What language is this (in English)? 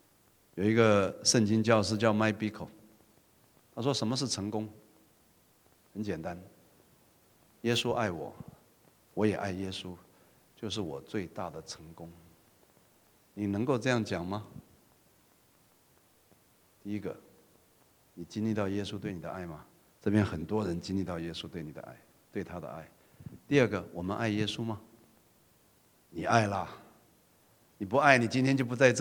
Chinese